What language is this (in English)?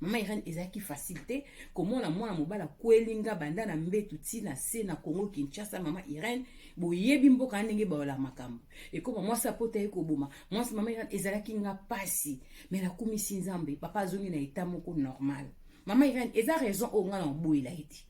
Lingala